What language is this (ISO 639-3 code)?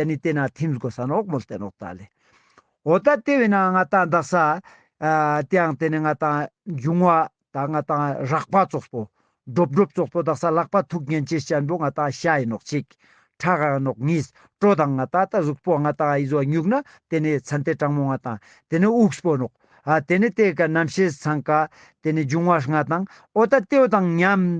lbj